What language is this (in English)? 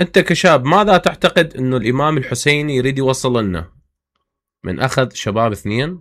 Mesopotamian Arabic